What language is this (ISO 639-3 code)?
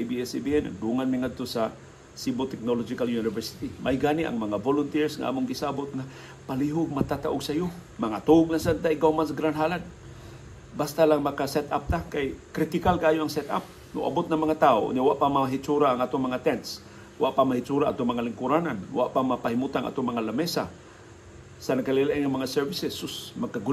ceb